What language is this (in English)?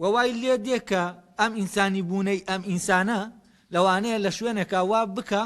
Central Kurdish